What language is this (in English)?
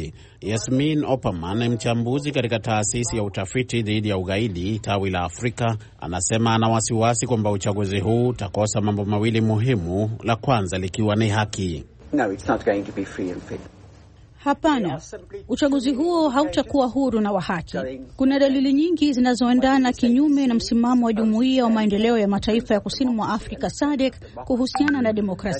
Swahili